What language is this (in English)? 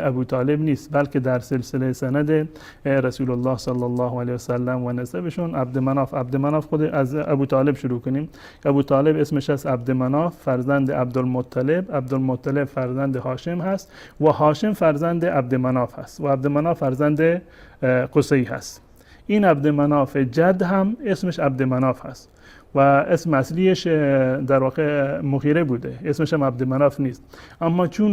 Persian